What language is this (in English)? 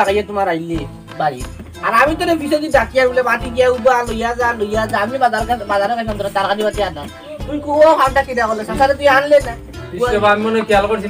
Sylheti